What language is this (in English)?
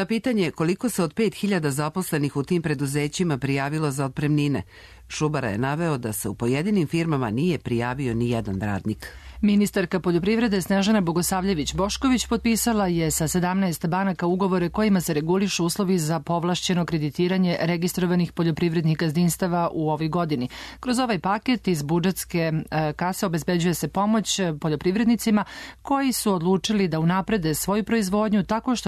Serbian